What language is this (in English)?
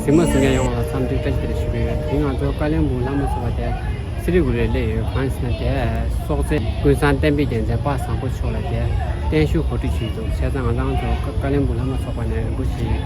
Tibetan